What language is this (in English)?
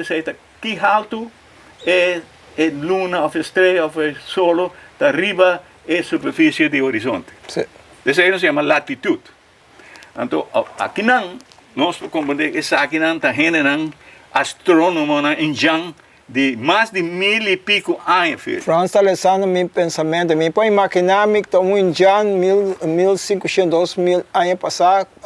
Papiamento